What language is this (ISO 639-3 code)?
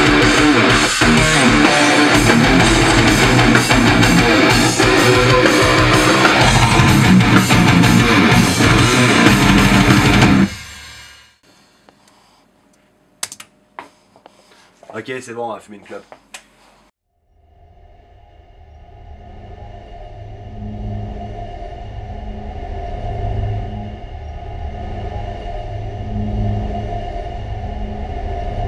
fra